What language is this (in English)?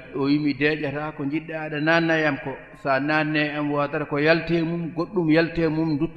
Fula